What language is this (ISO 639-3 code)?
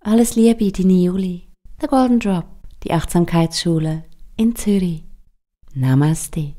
gsw